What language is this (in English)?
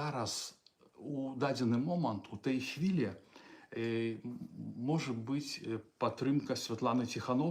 Belarusian